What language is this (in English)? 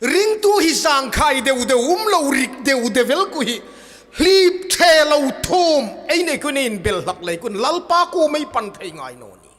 Hmar